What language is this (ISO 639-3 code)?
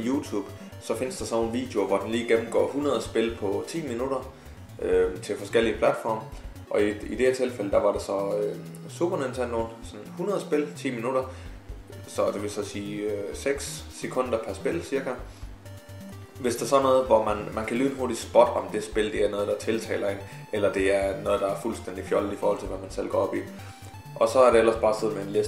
dan